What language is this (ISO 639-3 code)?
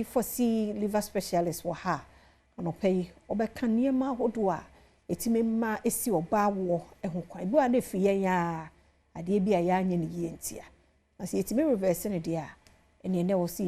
aka